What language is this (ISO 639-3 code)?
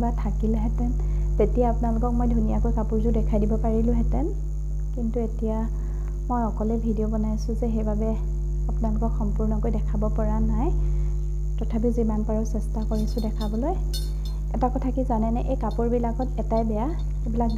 asm